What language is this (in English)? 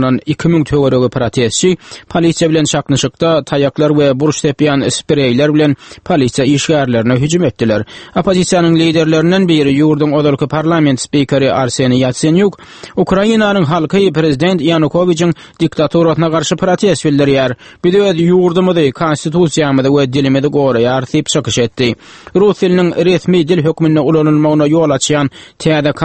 Turkmen